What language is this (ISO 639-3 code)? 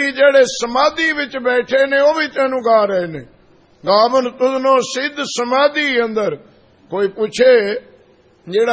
pan